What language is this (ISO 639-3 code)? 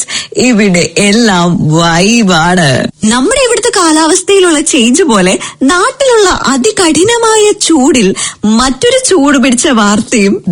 mal